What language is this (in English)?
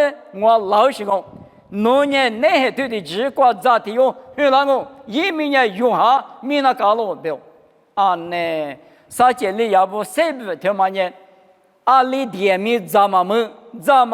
Lisu